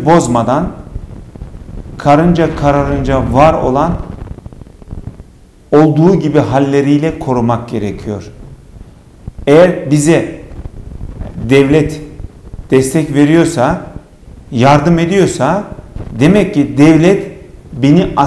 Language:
Turkish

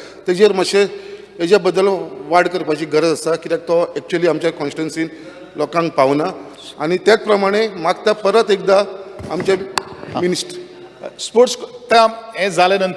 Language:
Konkani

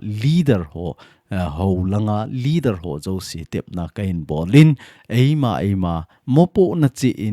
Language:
Thado Chin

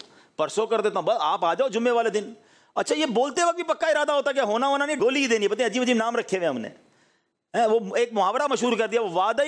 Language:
Urdu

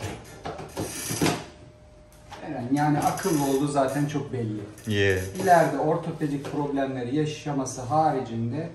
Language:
Turkish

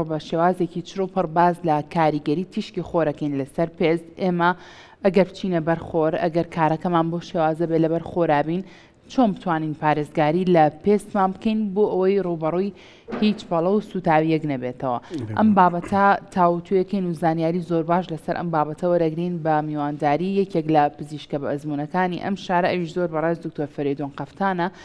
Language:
Central Kurdish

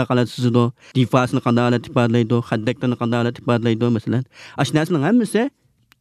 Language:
Uyghur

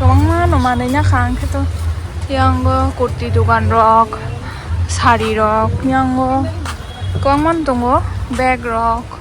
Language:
Kok Borok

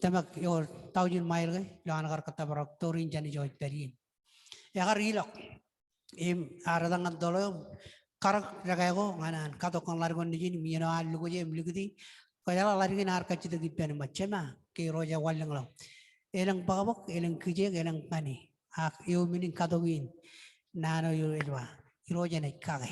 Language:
Marshallese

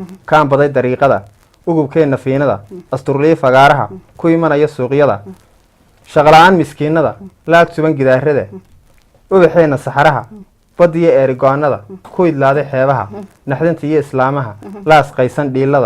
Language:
Somali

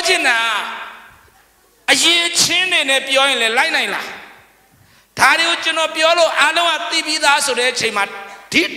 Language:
Burmese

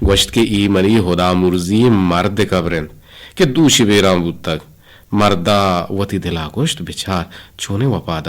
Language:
Eastern Balochi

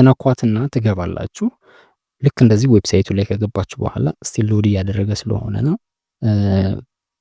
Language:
Amharic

